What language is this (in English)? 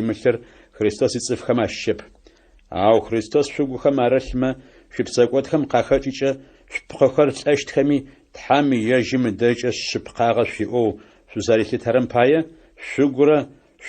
Adyghe